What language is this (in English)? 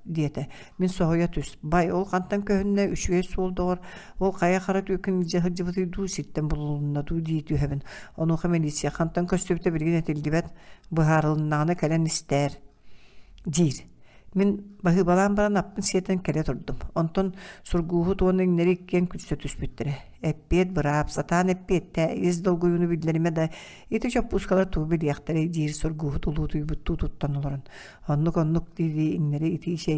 Yakut